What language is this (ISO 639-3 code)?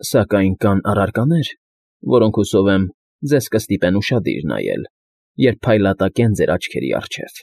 hye